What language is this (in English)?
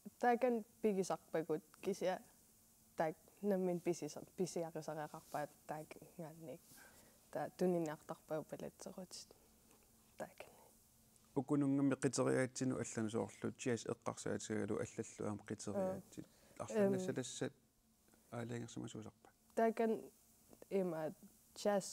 Kalaallisut